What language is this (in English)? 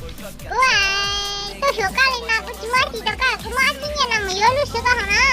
Hmong